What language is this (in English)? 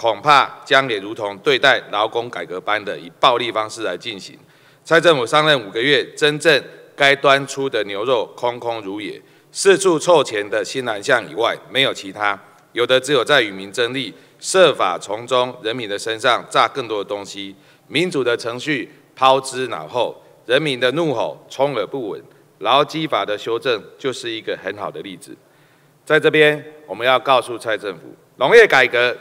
Chinese